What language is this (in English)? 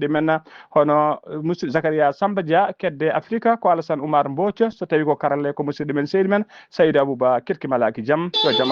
Fula